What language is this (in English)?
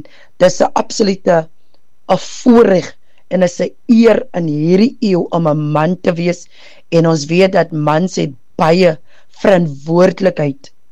Afrikaans